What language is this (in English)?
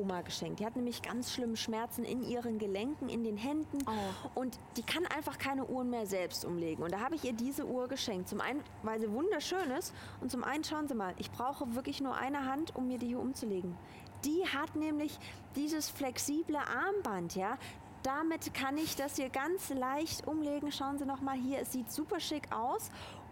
German